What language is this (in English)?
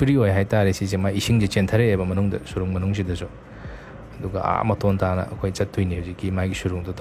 Manipuri